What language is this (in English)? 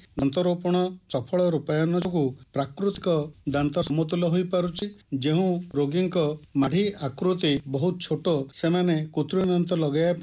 Odia